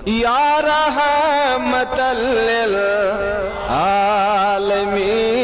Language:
Kashmiri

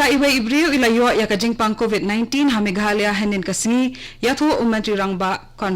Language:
Khasi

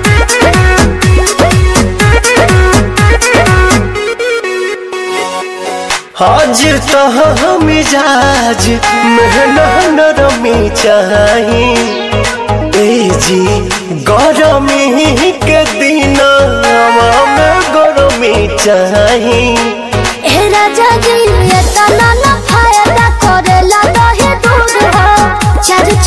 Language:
Bhojpuri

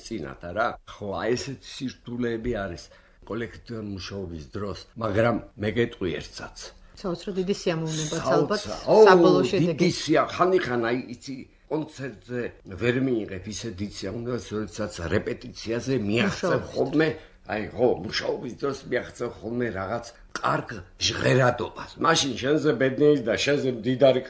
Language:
Georgian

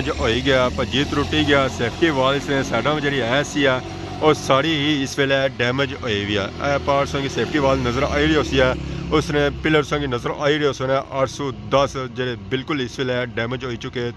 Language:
Pahari-Potwari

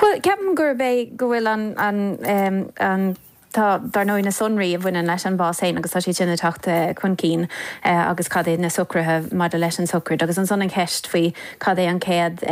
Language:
Irish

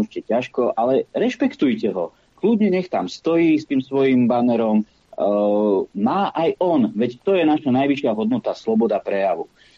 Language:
Slovak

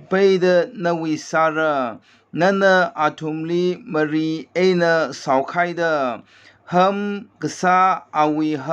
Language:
Tangkhul Naga (India)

